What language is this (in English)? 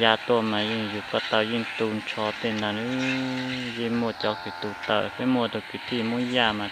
Hmong